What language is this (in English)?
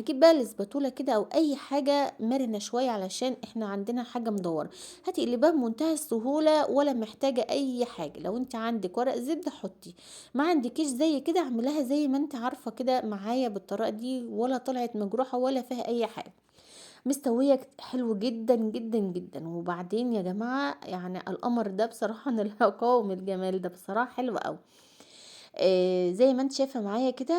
Egyptian Arabic